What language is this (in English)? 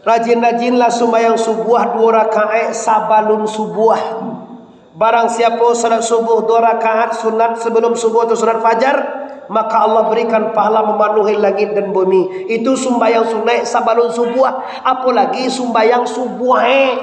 Minangkabau